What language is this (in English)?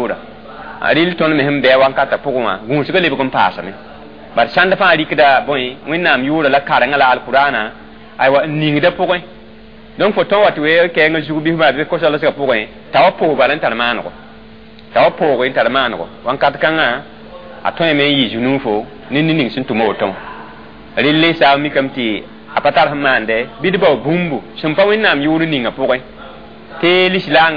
Mossi